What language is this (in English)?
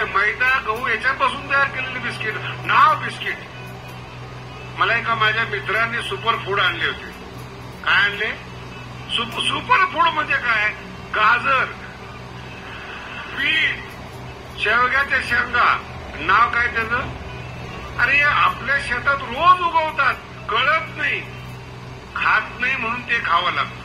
Marathi